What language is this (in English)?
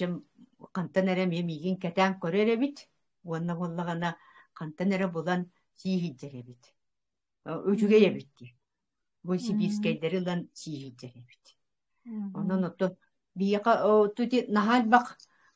Yakut